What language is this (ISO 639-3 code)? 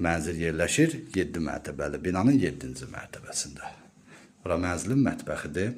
aze